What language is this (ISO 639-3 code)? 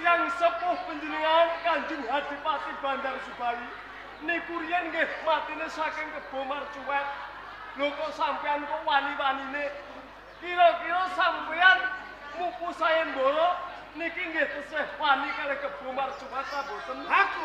jav